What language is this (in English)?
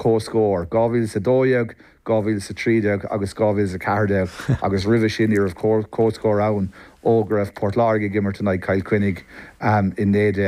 Irish